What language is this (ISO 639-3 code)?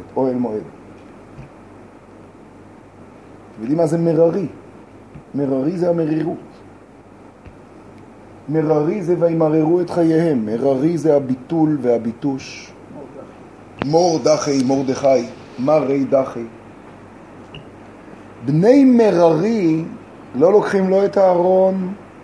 heb